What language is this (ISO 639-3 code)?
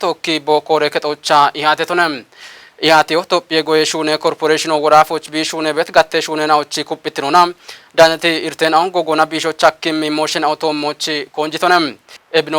kbr